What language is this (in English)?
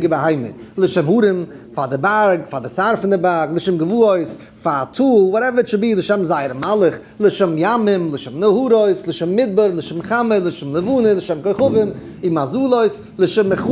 Yiddish